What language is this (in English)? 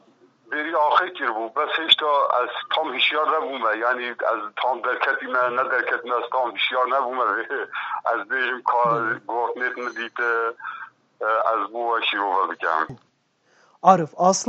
Kurdish